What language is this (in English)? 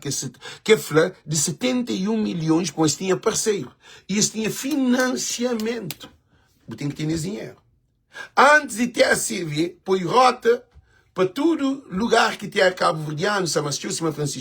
Kabuverdianu